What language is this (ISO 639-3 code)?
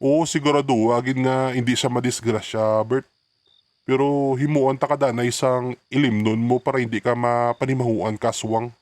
hil